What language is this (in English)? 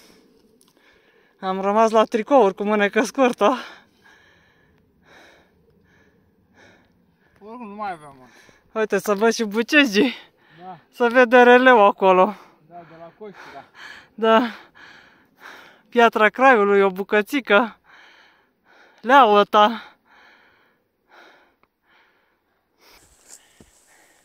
Romanian